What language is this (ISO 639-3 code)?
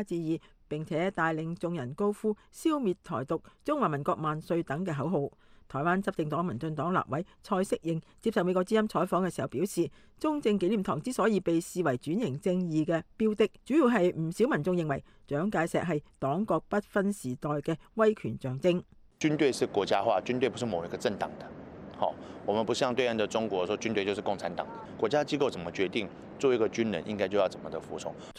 yue